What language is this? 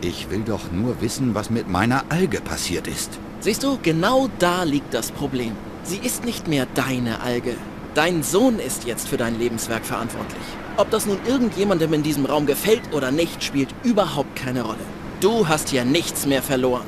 Bavarian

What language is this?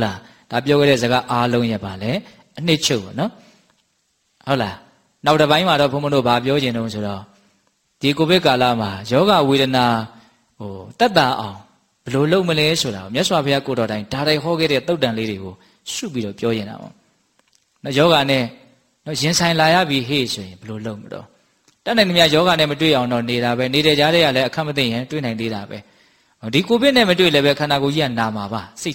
Burmese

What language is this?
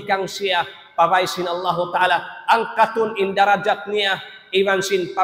Tausug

